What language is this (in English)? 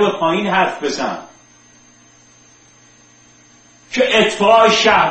Persian